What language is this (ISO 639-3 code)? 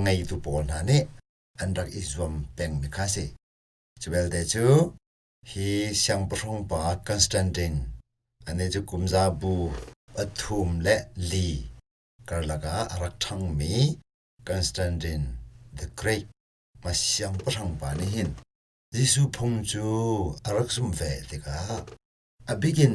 cnh